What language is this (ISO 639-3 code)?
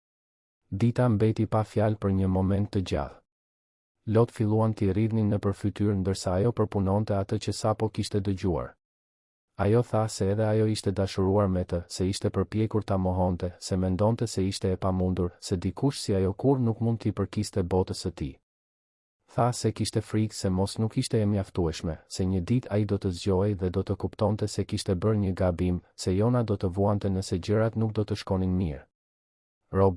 sqi